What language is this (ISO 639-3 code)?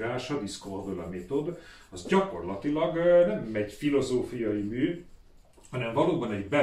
hun